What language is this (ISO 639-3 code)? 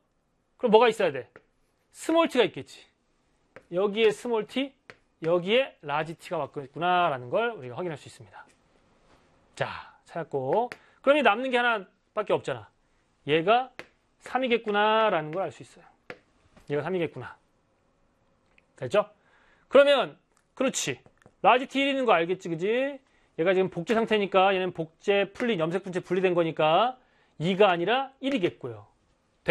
kor